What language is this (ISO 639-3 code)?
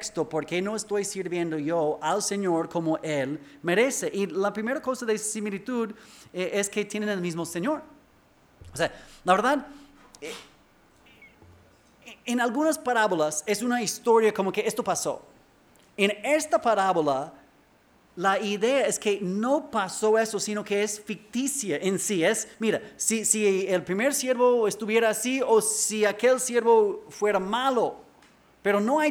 spa